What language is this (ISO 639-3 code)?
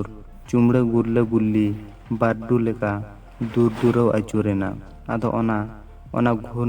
sat